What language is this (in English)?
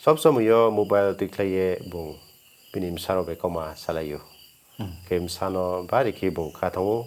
Riang (India)